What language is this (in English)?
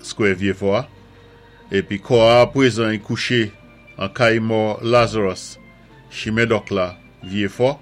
Saint Lucian Creole French